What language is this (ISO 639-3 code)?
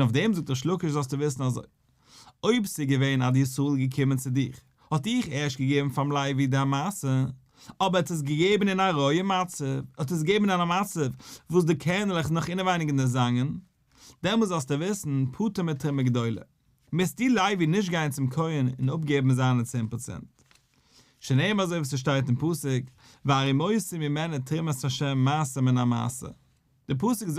yid